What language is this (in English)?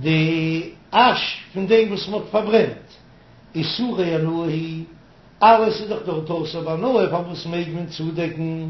Yiddish